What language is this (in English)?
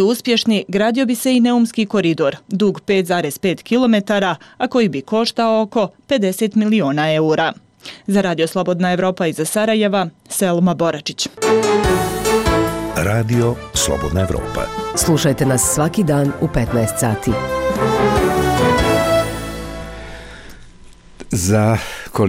Bosnian